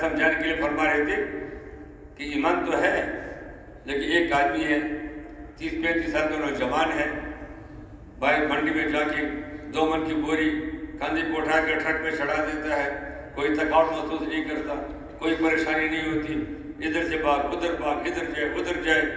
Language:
Urdu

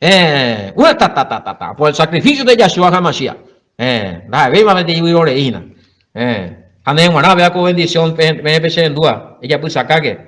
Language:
Guarani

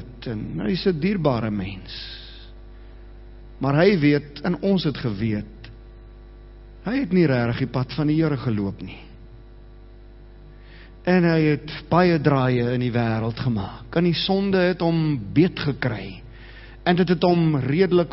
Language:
Afrikaans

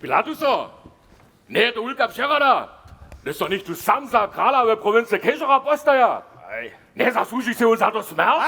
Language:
Upper Sorbian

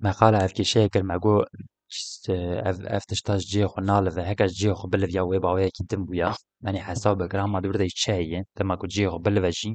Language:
Kurdish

